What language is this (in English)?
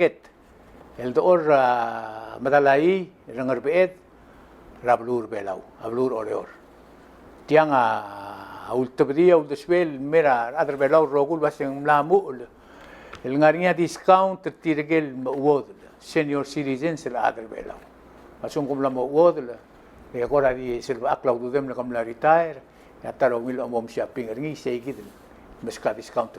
Palauan